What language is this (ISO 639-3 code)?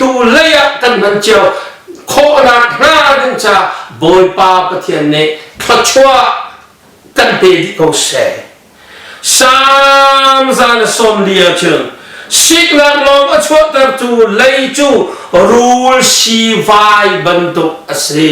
cnh